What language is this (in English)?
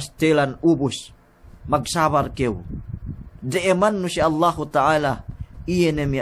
Yakan